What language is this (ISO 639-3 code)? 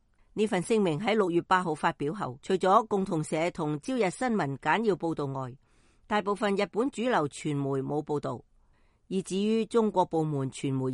yue